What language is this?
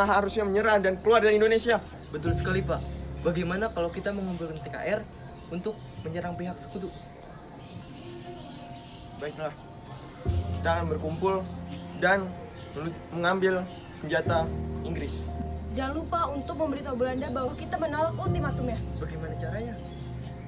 Indonesian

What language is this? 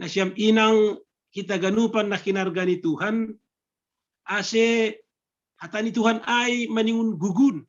Batak Simalungun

